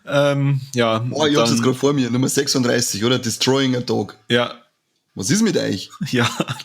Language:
Bavarian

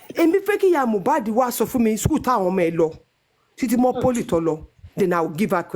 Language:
Yoruba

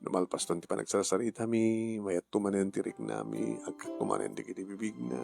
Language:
Iloko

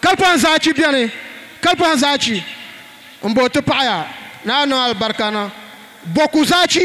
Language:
Dagbani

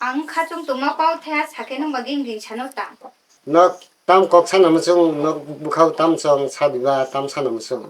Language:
Kok Borok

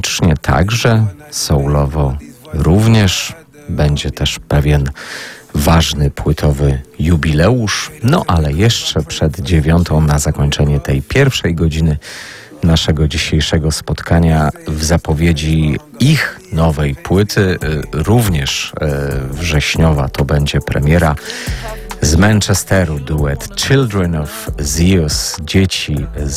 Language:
Polish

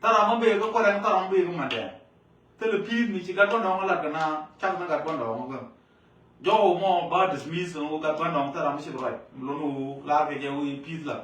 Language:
Nuer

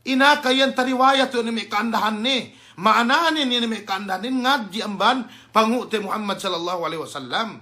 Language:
Yakan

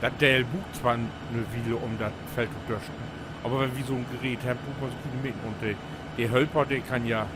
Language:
Low German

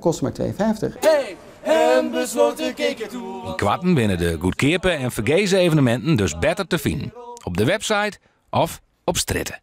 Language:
Western Frisian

